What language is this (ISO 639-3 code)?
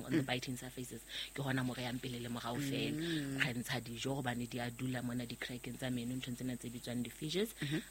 sot